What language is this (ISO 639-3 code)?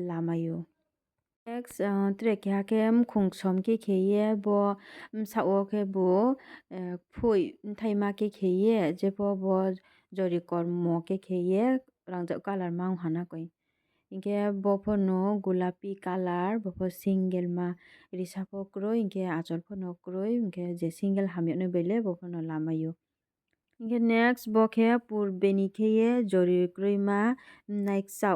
ria